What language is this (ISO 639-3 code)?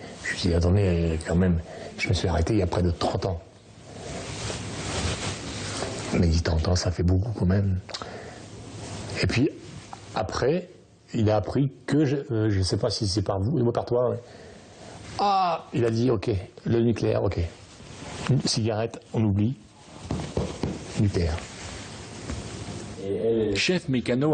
fra